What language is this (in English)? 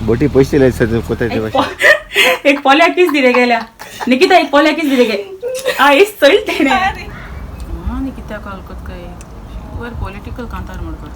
Konkani